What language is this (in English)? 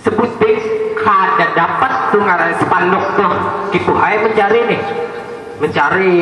Banjar